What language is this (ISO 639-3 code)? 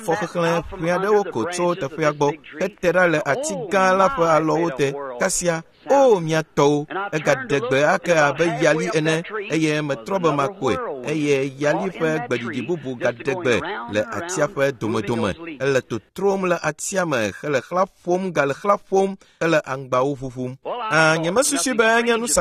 ewe